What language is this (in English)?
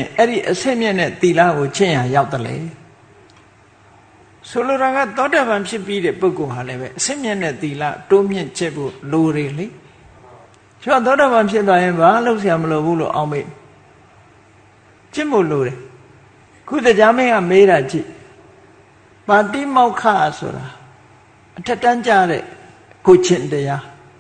Burmese